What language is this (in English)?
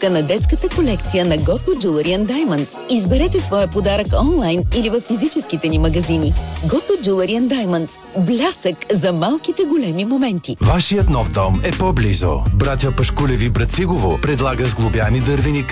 Bulgarian